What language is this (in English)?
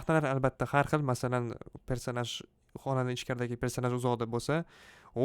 Uzbek